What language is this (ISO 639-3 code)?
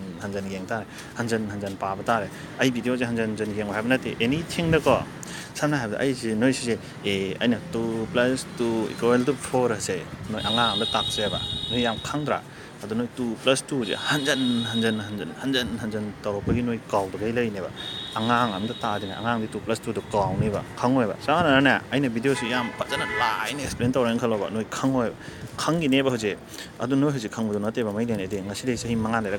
mni